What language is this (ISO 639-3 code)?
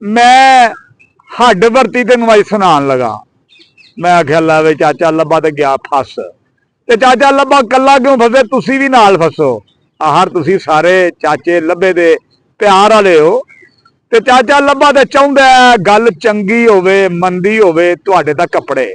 lah